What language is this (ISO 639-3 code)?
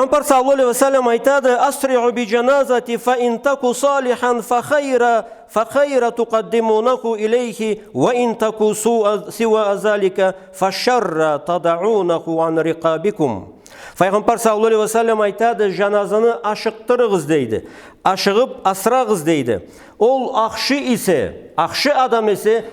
krc